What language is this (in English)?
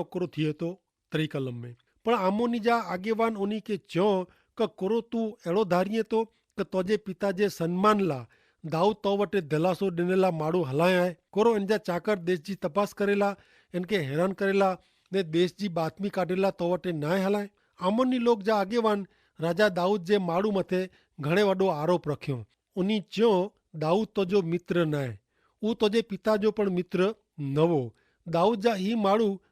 Kachhi